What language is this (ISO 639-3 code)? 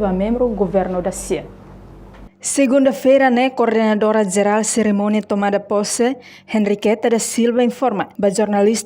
tet